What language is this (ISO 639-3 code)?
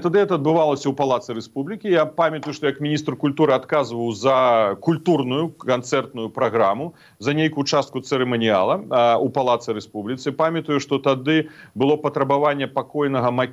bel